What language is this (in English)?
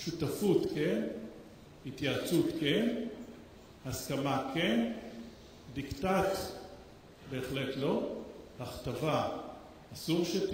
Hebrew